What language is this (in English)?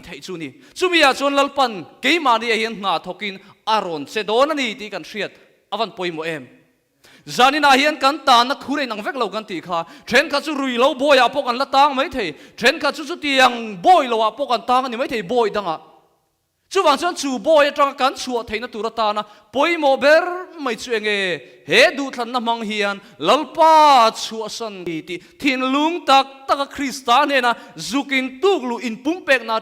Mizo